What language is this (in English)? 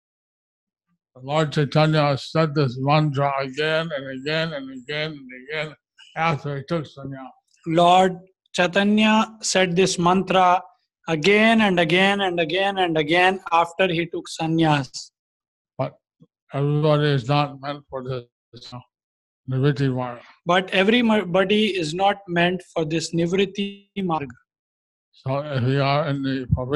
English